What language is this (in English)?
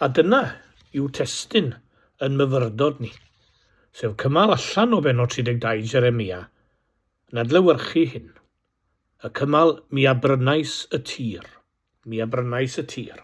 Welsh